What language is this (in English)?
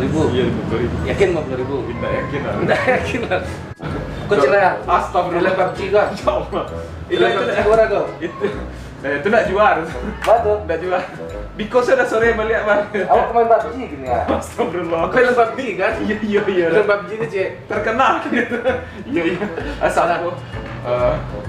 Minangkabau